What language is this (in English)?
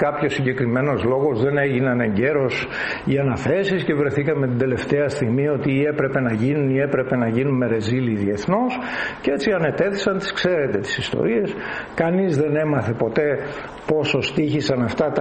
Greek